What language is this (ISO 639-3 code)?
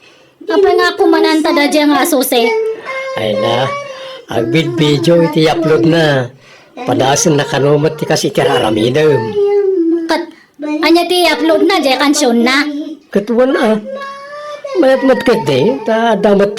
ilo